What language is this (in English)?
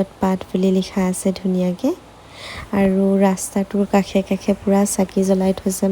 Assamese